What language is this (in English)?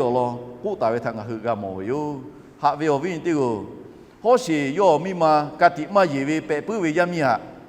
Lahu